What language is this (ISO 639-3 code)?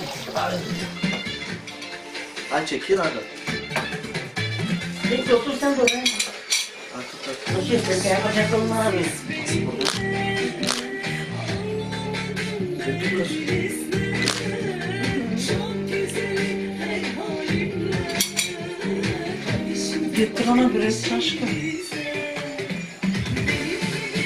tur